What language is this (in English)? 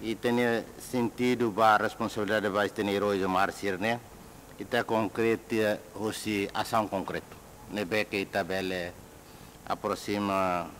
Tetum